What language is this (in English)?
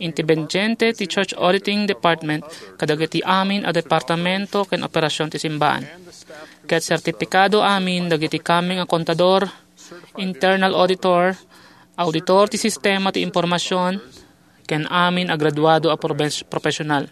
Iloko